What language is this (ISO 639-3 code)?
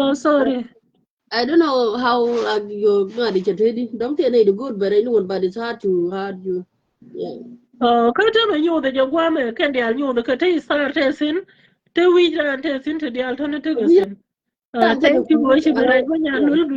nus